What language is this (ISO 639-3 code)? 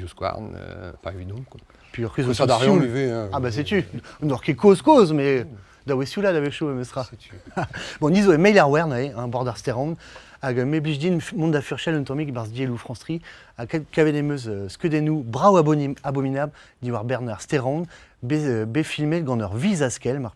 bre